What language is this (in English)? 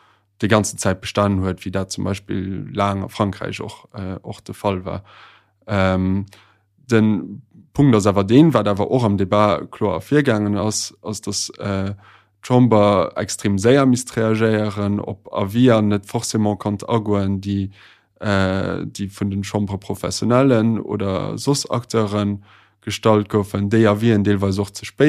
Luxembourgish